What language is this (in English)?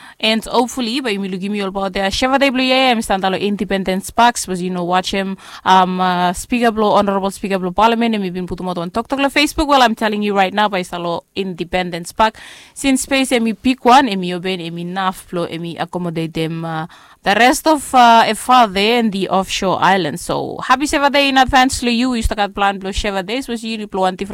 Bislama